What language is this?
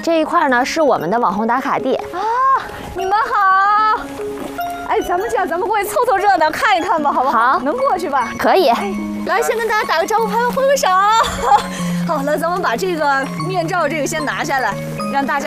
Chinese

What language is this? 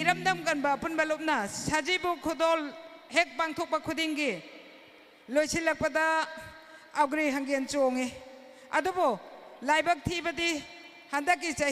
Manipuri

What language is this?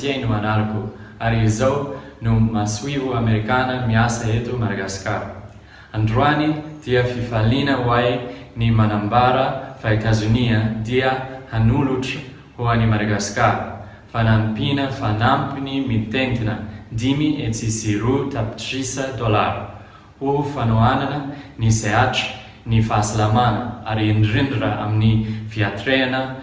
Malagasy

